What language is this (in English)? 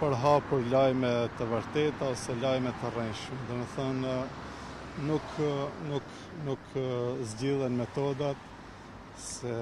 Albanian